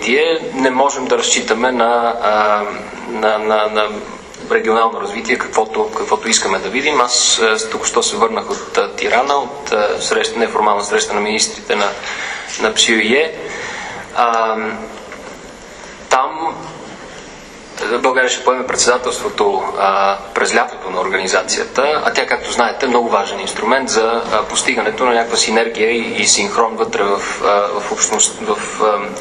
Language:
Bulgarian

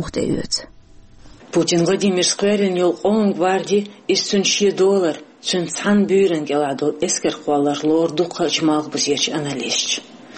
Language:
Chechen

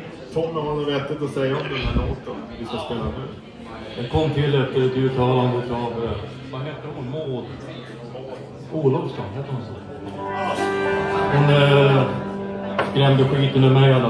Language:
Swedish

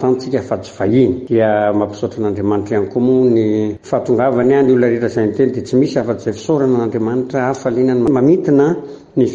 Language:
Malagasy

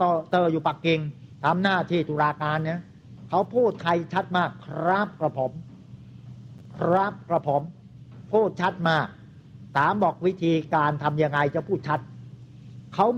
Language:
Thai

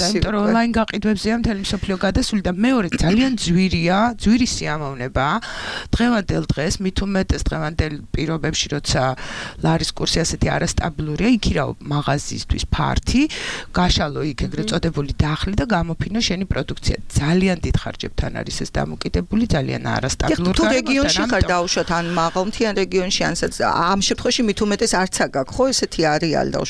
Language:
Georgian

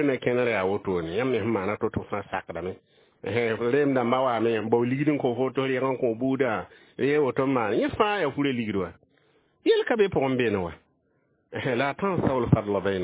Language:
Mossi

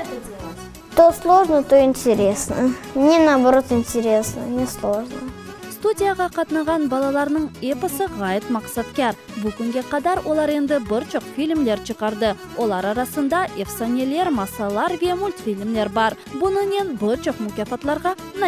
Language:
Crimean Tatar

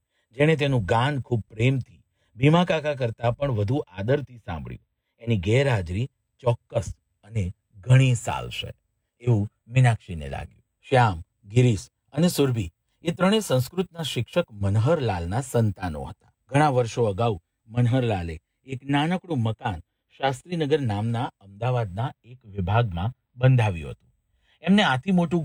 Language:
Gujarati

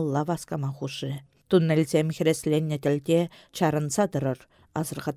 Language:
Chuvash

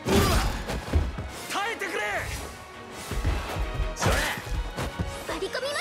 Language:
Japanese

